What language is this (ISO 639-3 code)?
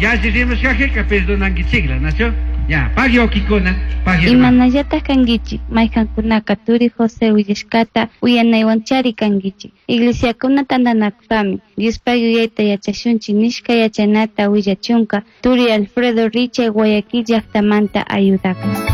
qug